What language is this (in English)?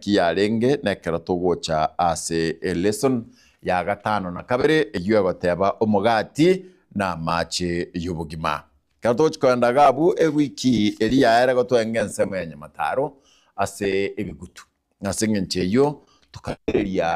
Gusii